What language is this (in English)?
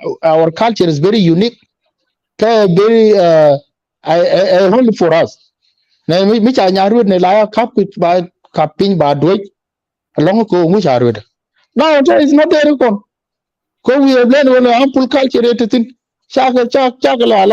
Nuer